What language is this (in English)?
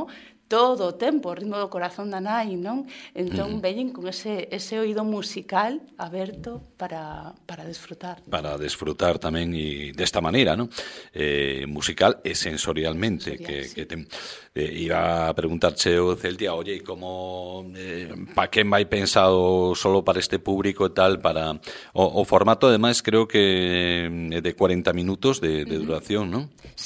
Galician